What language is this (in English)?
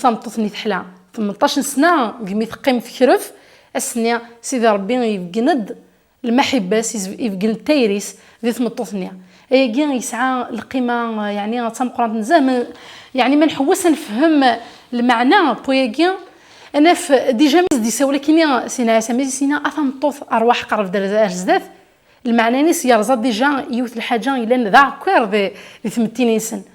Kabyle